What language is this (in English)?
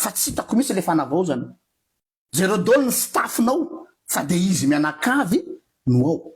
Malagasy